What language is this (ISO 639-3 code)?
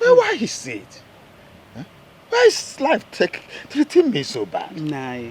pcm